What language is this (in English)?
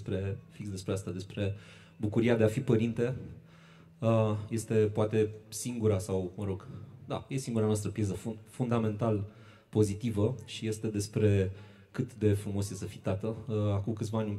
Romanian